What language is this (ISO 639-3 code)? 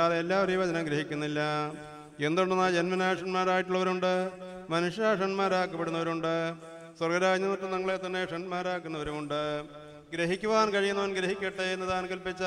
mal